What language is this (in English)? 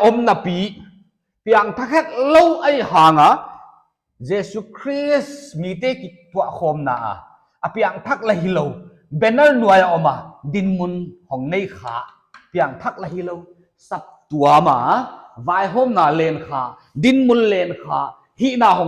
Paite Chin